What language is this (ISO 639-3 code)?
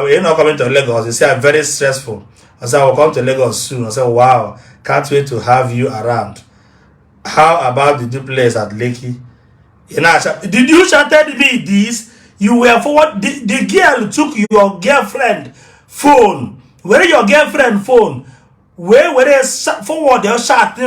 ibo